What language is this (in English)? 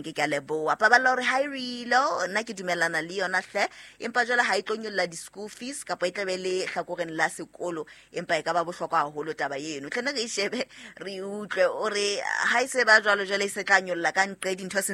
Southern Sotho